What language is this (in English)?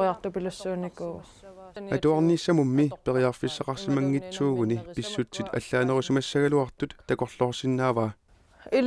Kalaallisut